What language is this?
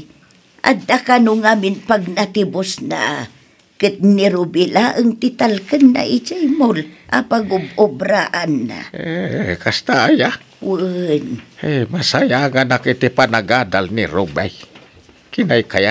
Iloko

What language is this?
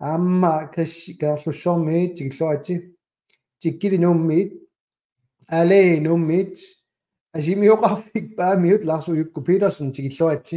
Kalaallisut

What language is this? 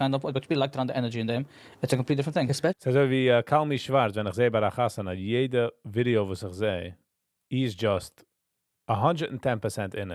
Yiddish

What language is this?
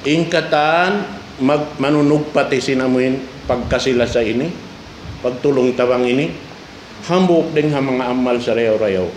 Tausug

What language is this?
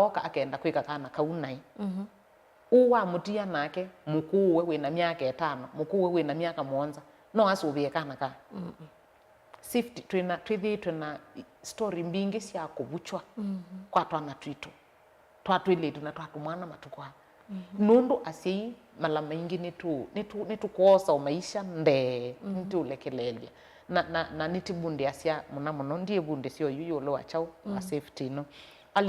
Kamba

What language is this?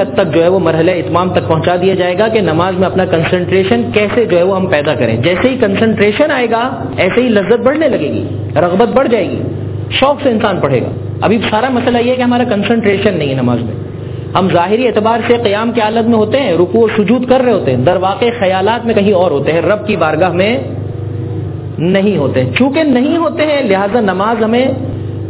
Urdu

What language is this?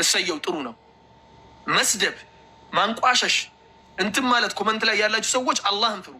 Amharic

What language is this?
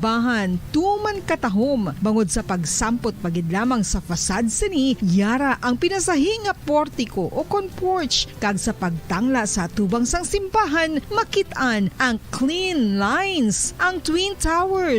Hiligaynon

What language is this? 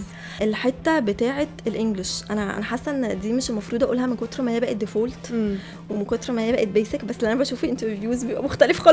Egyptian Arabic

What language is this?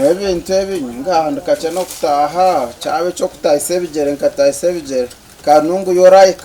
Nyankole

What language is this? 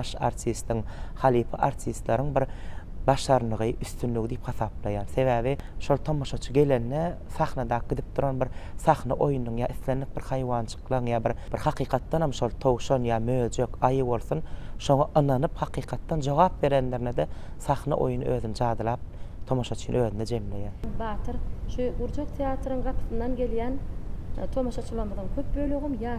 Turkmen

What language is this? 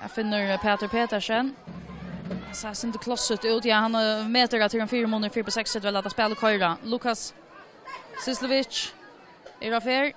Faroese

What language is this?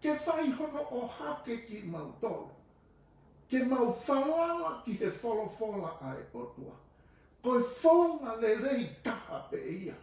Tongan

